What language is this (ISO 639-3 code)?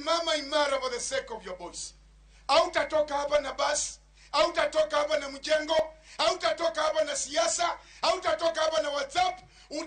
luo